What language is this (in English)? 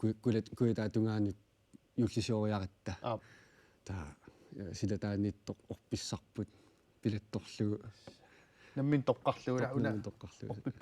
Kalaallisut